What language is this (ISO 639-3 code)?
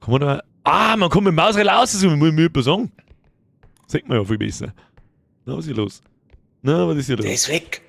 bar